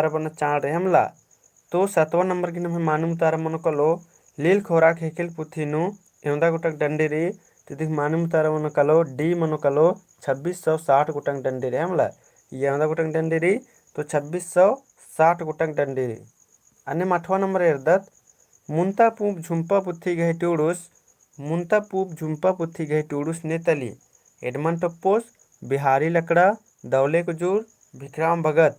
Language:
Kurukh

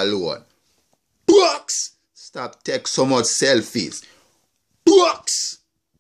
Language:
Jamaican Creole English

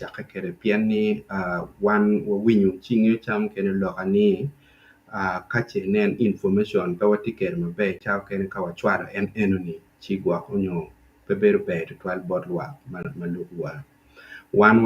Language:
Acoli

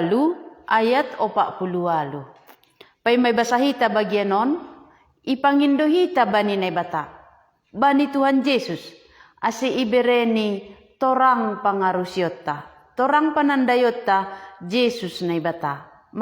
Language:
Batak Simalungun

